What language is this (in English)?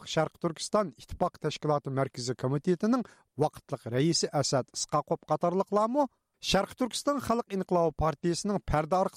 Uyghur